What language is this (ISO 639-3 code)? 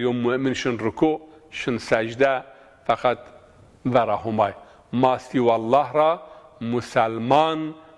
zza